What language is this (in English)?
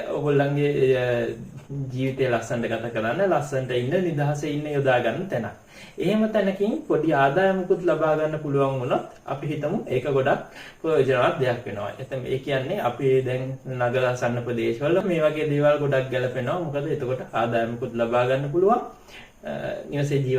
Sinhala